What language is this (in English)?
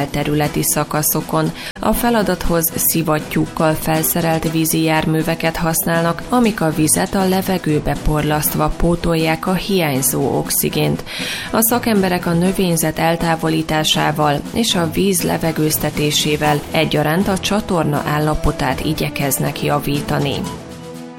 Hungarian